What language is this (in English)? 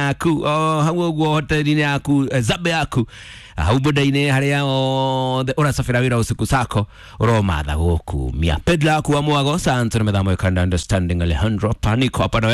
Kikuyu